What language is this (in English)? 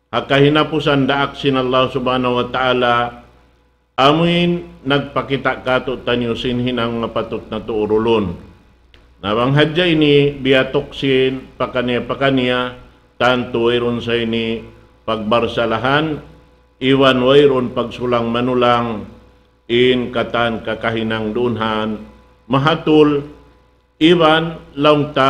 Tausug